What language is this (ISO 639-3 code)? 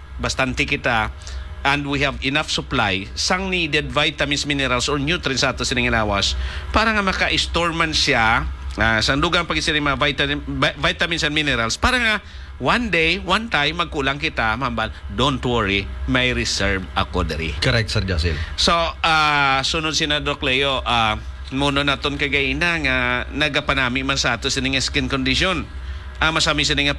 hil